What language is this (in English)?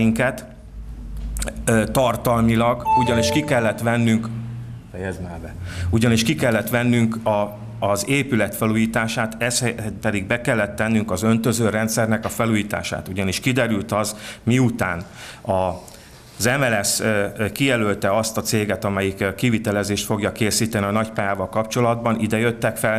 Hungarian